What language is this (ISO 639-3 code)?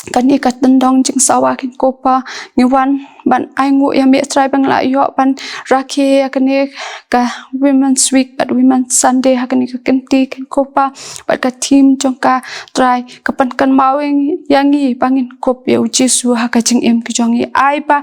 kha